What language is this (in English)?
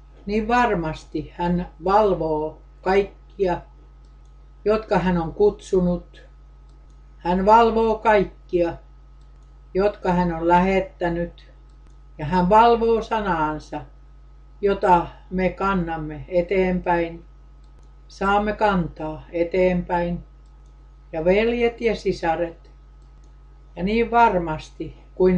Finnish